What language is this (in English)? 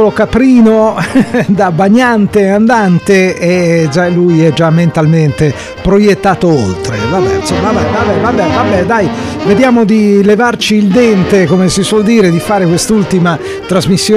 Italian